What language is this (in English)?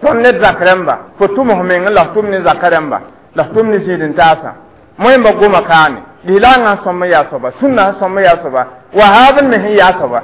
Mossi